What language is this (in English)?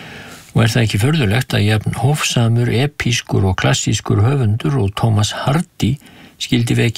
Icelandic